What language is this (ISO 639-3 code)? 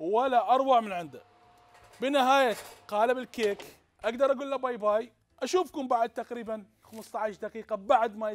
acm